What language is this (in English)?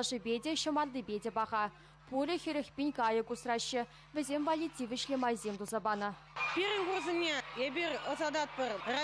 Chuvash